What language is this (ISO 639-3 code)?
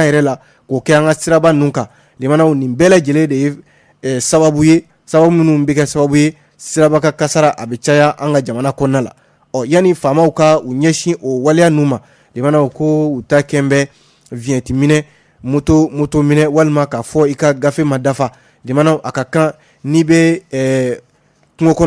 bam